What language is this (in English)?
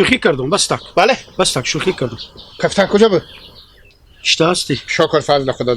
Hazaragi